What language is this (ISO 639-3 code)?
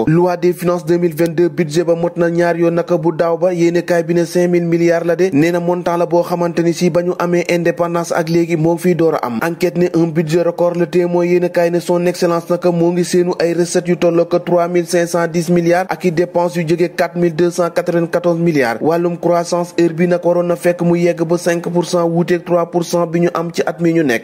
wol